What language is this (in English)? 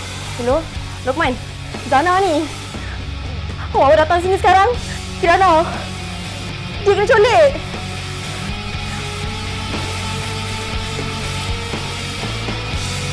Malay